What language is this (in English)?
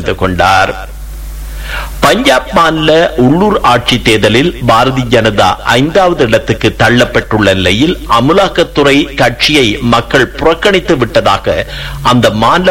Tamil